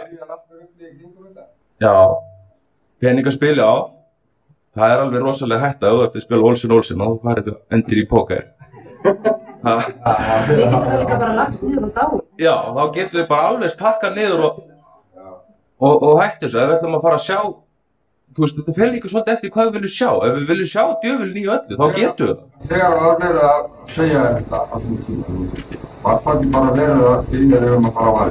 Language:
Icelandic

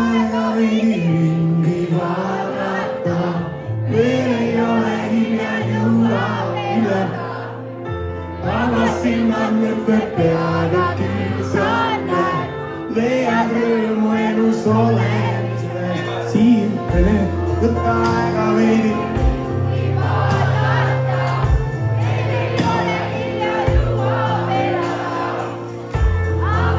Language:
Estonian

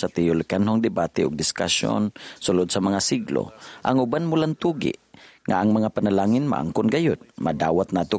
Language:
Cebuano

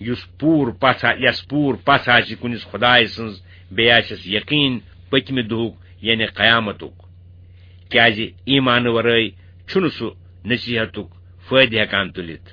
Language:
Kashmiri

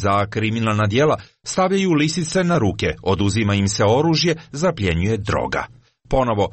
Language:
Croatian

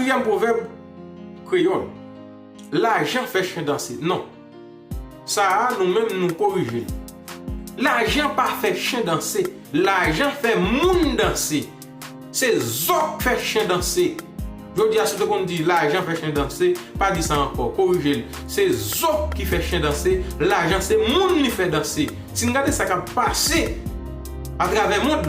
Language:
Haitian Creole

